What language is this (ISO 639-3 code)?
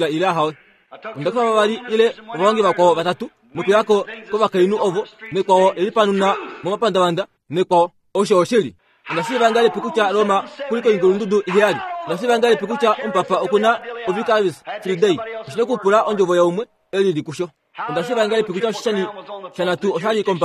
kua